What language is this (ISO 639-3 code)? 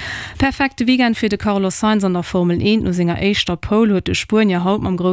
ltz